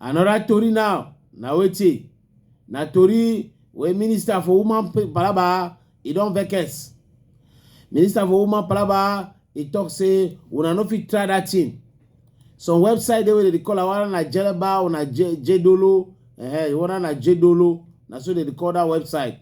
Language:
Cameroon Pidgin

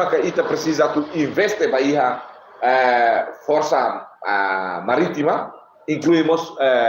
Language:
Tetum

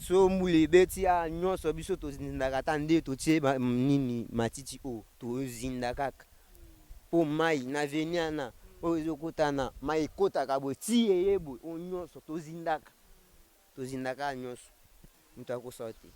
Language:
Lingala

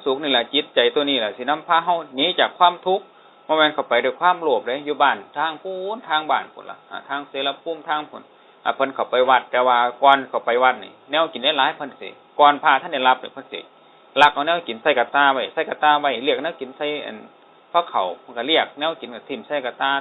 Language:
Northeastern Thai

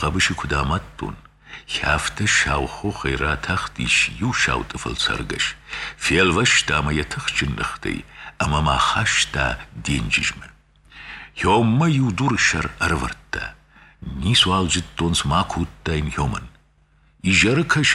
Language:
Ossetic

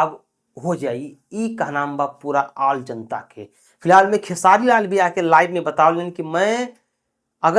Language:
Bhojpuri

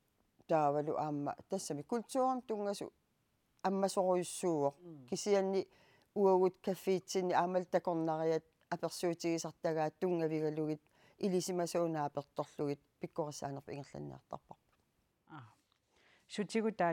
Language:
Kalaallisut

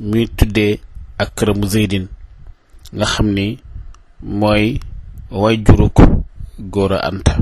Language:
Wolof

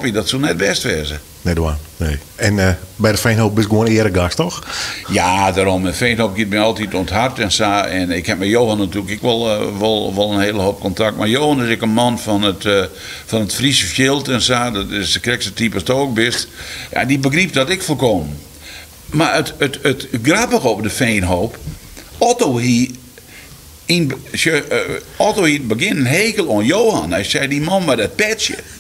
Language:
Western Frisian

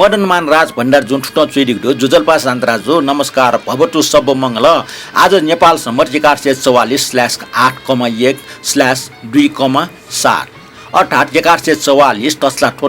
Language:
Newari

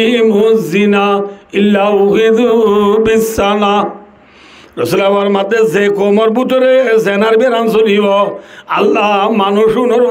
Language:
Rohingya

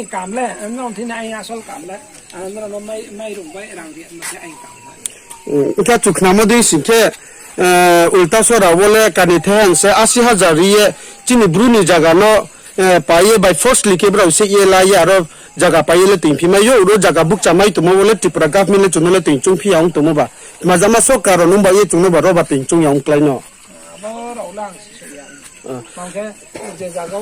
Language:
Riang (India)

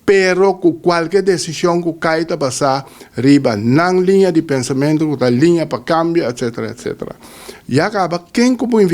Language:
Papiamento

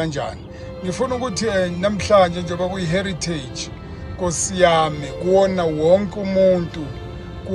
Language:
Zulu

